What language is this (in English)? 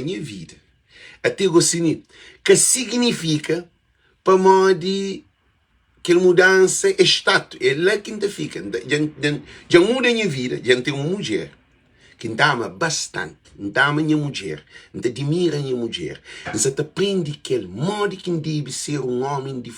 Kabuverdianu